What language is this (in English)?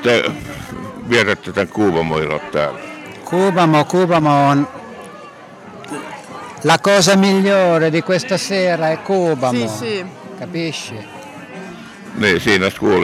Finnish